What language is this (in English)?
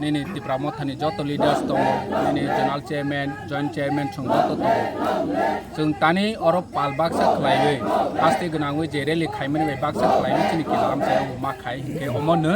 Kok Borok